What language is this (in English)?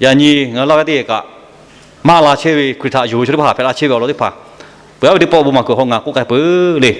Lahu